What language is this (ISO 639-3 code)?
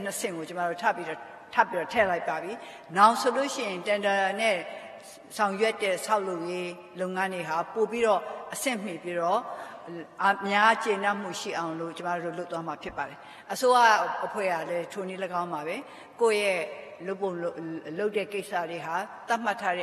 mya